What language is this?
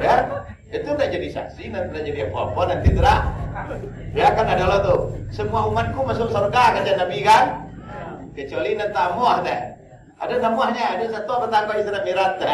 Minangkabau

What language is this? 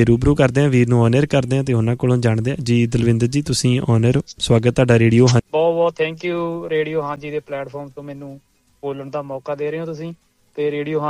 Punjabi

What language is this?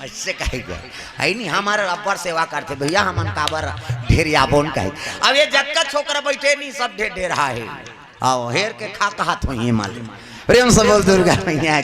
Chhattisgarhi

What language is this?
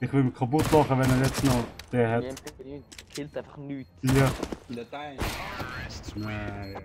Swiss German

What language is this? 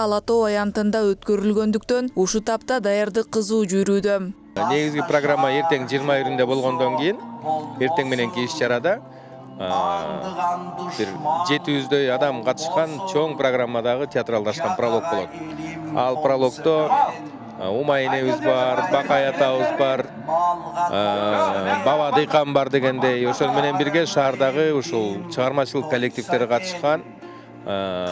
Kyrgyz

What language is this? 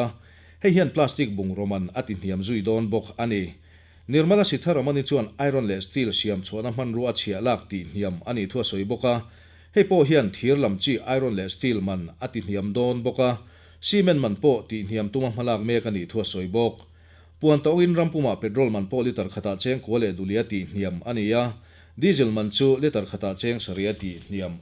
Mizo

